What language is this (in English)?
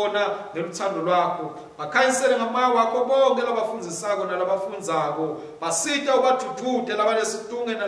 Swati